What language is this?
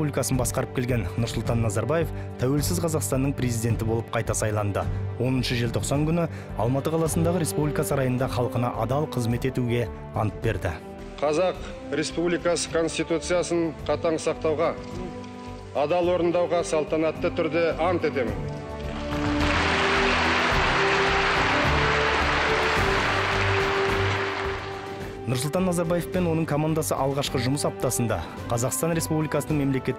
Kazakh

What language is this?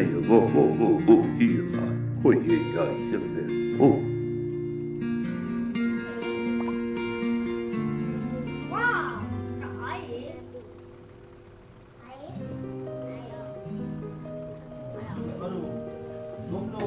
Malay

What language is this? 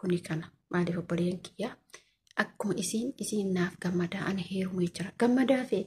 Oromo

